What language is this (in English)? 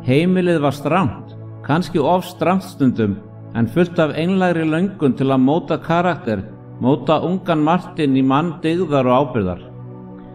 Icelandic